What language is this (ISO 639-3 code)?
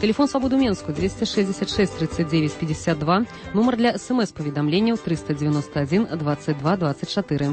bel